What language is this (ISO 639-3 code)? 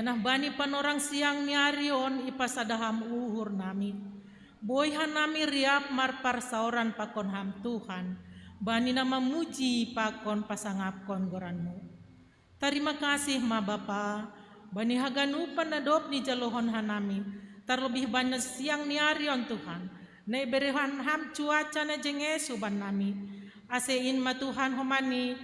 bts